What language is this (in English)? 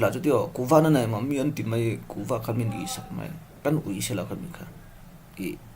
Falam Chin